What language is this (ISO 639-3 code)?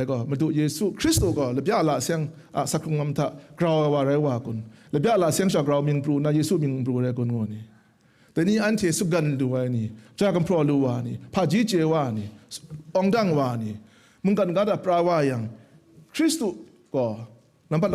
kac